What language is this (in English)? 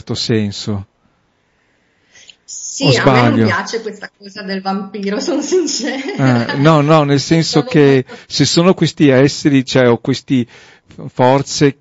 Italian